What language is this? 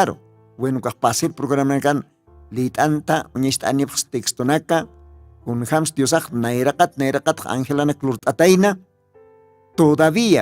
Aymara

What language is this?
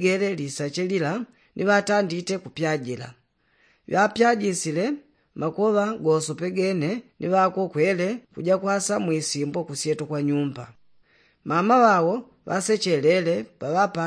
Yao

